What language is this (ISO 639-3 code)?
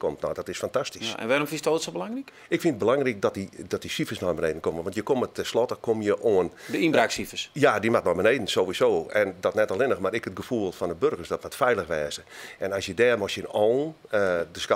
fry